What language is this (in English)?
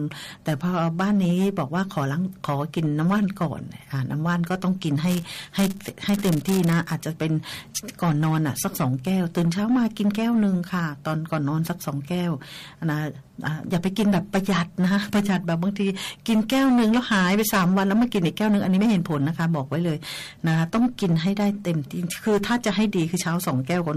Thai